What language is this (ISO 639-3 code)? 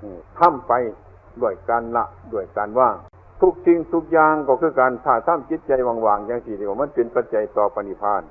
tts